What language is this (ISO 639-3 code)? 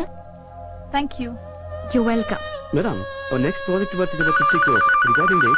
kan